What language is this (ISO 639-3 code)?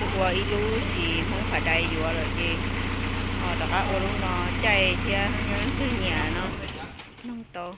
hmn